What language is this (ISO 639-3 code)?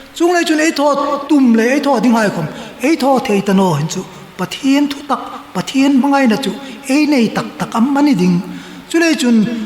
hmr